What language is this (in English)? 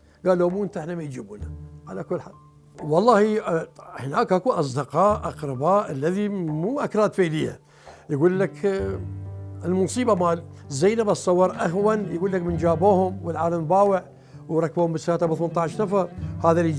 Mesopotamian Arabic